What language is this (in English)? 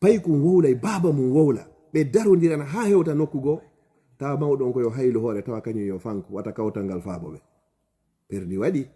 Fula